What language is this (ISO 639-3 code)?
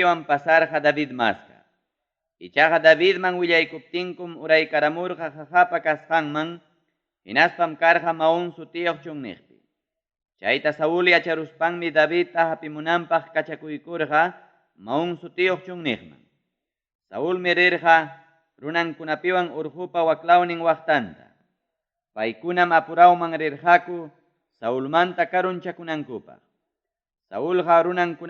quy